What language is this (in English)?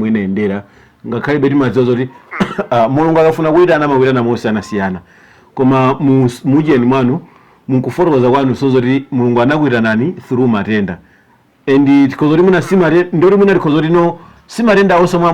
Nyanja